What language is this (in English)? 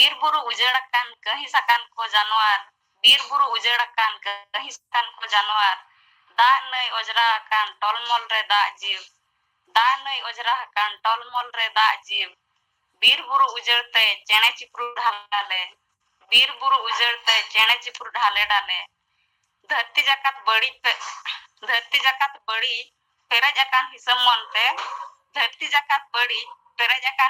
Santali